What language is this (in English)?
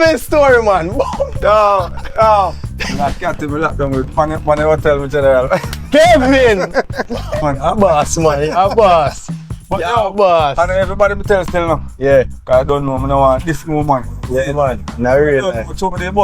Jamaican Creole English